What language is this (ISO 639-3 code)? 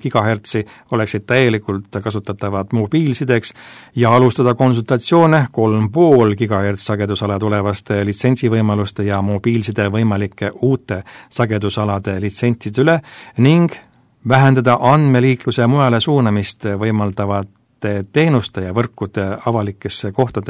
est